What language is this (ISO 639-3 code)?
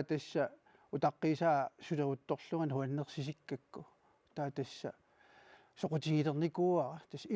kal